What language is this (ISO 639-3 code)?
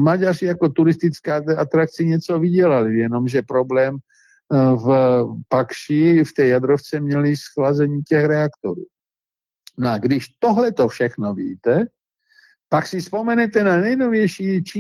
ces